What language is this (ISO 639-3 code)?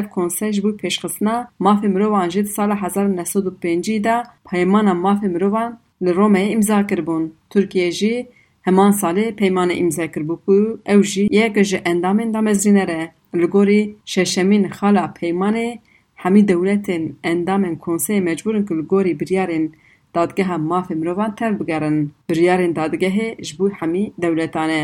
kur